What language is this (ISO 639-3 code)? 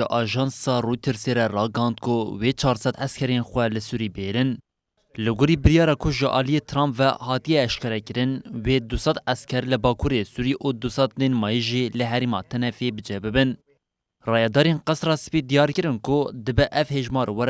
kur